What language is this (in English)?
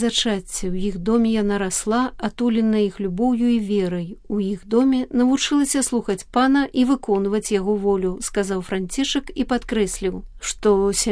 Belarusian